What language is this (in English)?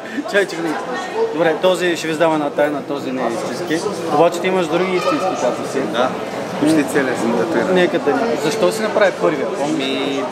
Bulgarian